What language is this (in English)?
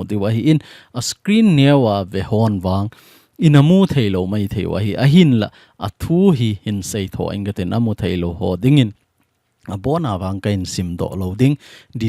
Thado Chin